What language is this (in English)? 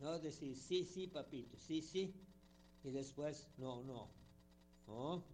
Chimborazo Highland Quichua